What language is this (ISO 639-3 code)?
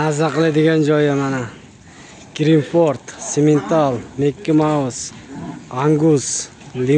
uzb